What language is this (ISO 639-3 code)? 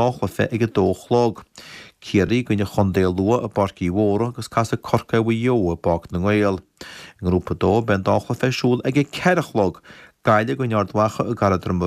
gle